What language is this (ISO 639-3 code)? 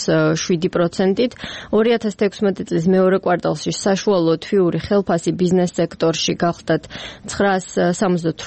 kat